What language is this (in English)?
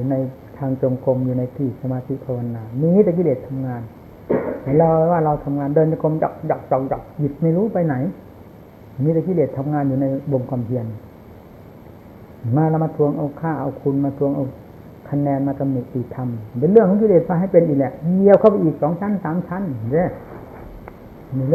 Thai